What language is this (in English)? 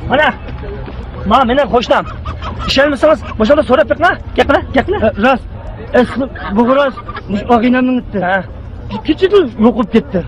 Uyghur